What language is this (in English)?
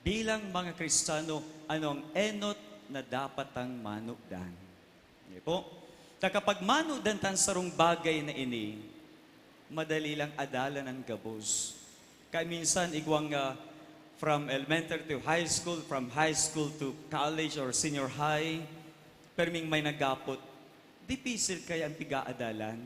Bikol